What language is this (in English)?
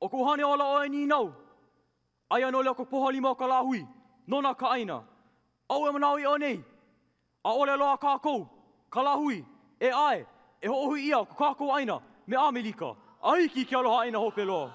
Hawaiian